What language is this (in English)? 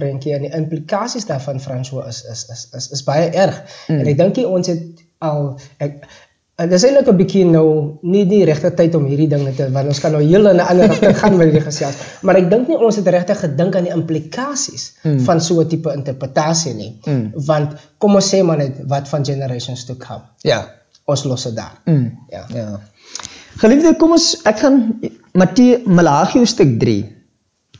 Afrikaans